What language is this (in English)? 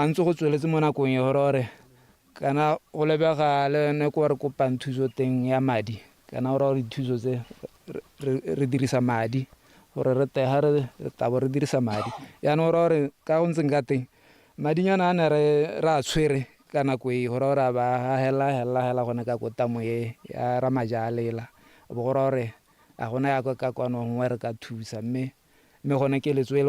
Tswana